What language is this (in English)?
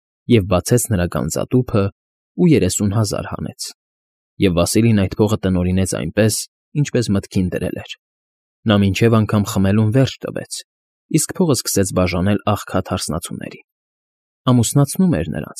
Armenian